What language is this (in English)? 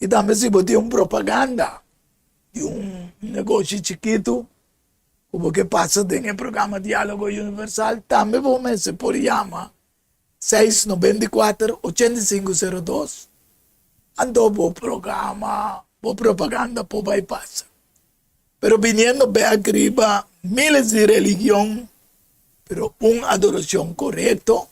Papiamento